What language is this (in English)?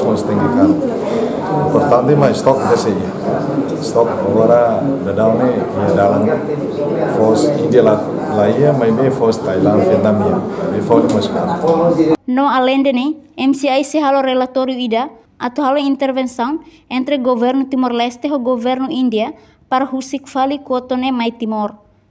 Tetum